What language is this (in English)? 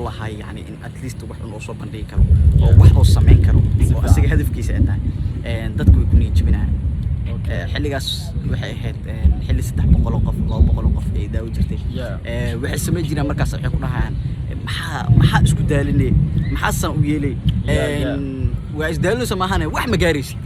Somali